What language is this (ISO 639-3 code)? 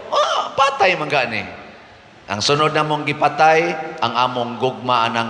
ceb